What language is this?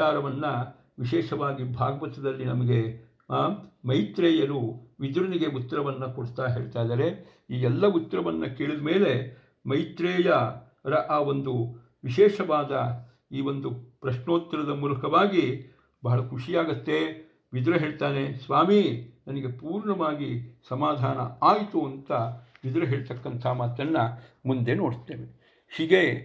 Kannada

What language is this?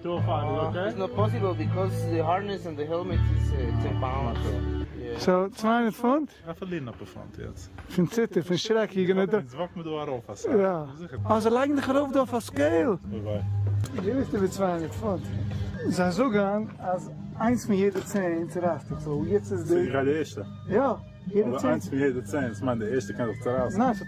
Yiddish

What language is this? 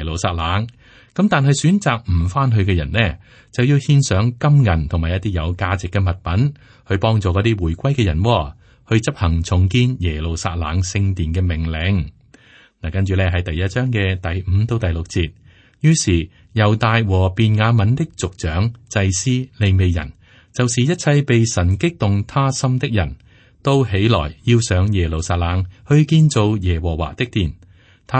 Cantonese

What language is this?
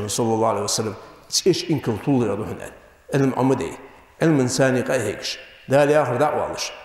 Ingush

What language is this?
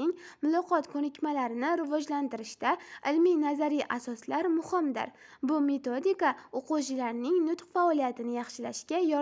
Uzbek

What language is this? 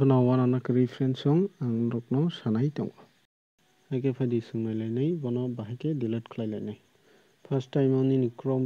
Kok Borok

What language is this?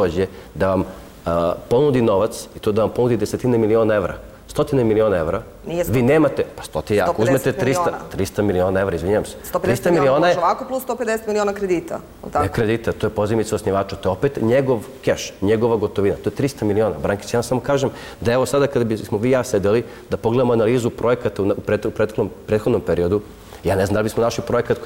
Serbian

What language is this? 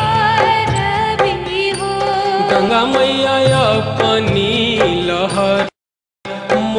Bhojpuri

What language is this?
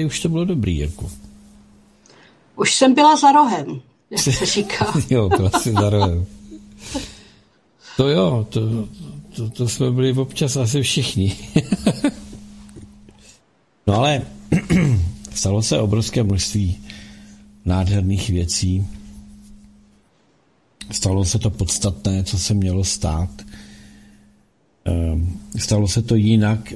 Czech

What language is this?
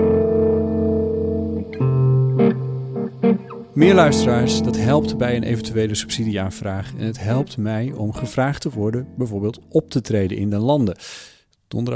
Dutch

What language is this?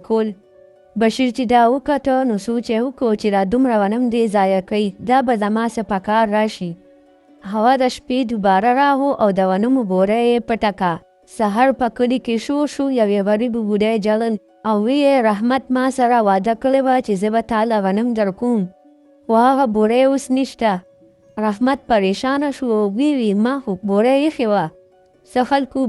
Pashto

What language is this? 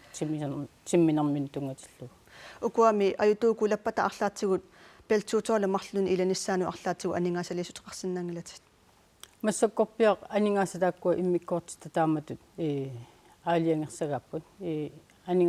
Kalaallisut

